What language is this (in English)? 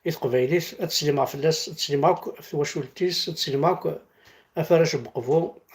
Kabyle